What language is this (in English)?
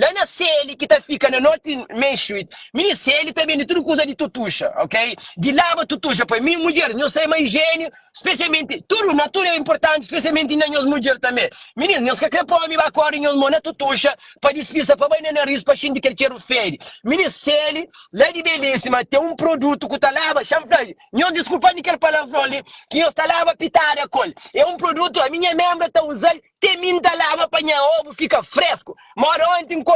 Kabuverdianu